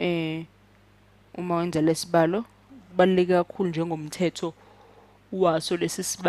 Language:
Zulu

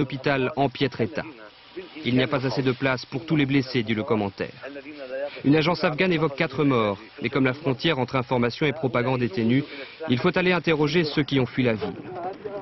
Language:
French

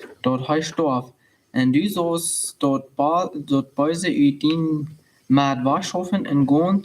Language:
Plautdietsch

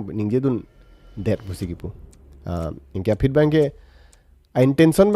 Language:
Karbi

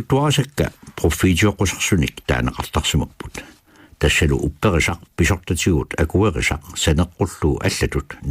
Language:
Kalaallisut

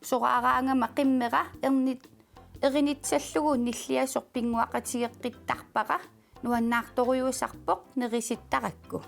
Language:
Kalaallisut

